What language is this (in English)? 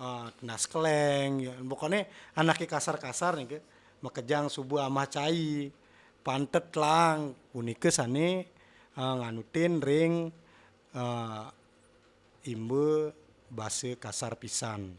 Balinese